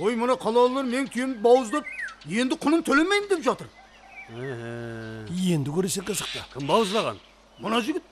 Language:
Kara-Kalpak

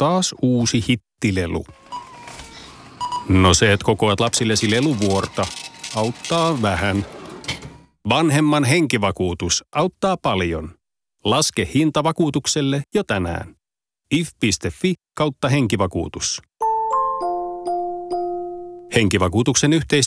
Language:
Finnish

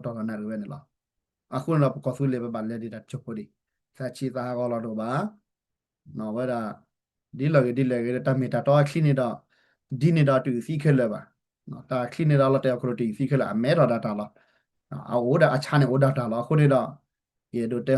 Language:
S'gaw Karen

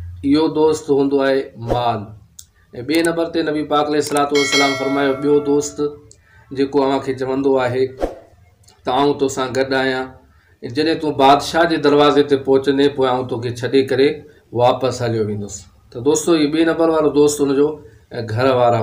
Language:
Sindhi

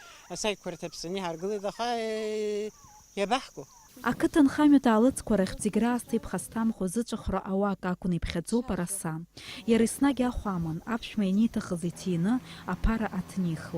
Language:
Abkhazian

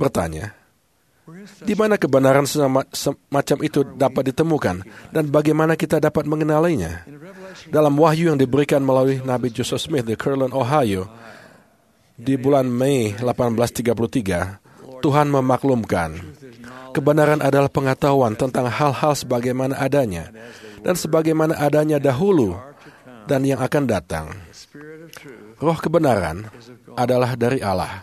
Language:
Indonesian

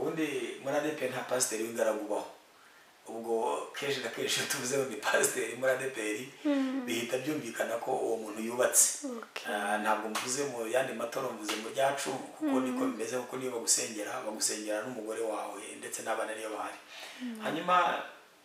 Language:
Kinyarwanda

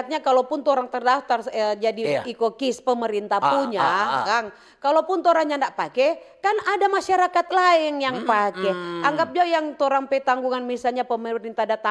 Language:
Manado Malay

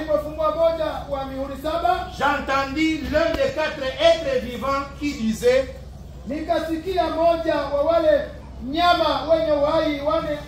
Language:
Swahili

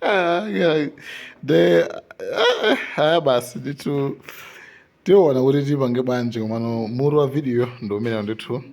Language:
Nyanja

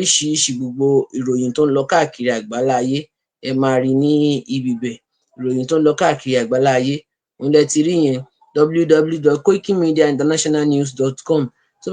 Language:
Yoruba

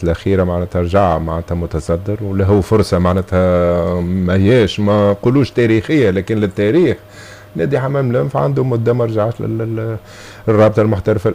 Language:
Tunisian Arabic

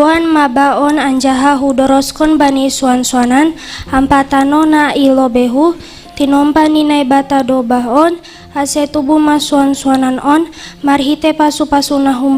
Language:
Batak Simalungun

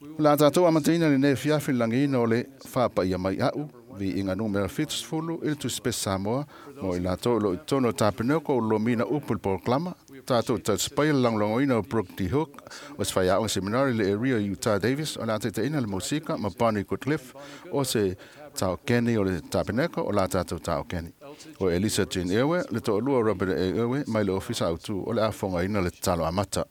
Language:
Samoan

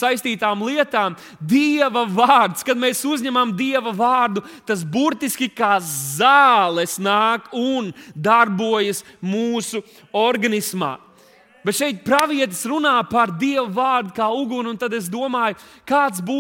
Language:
Latvian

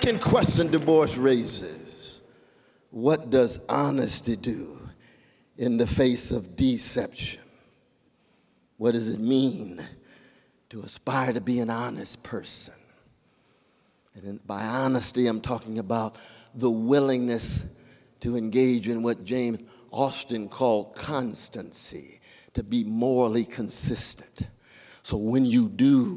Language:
English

